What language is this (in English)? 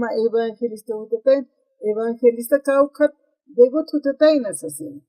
Aymara